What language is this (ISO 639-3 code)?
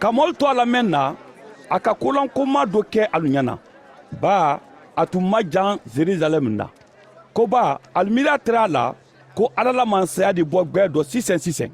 man